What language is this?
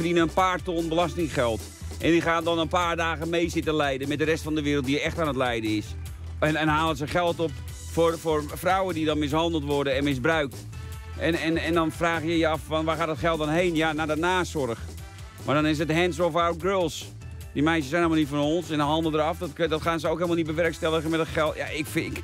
Dutch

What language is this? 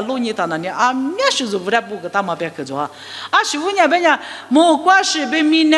Lisu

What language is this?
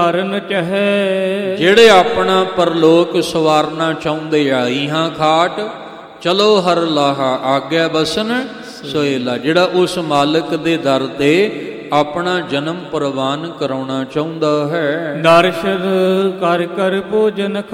Punjabi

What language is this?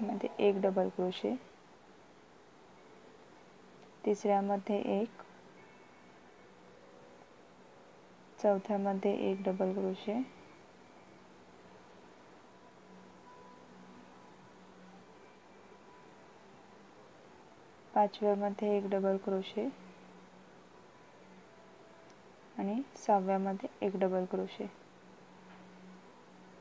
Marathi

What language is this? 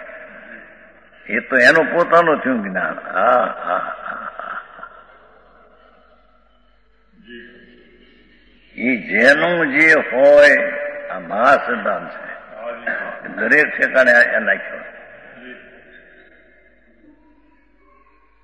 Gujarati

